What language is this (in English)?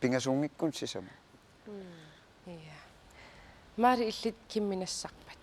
Kalaallisut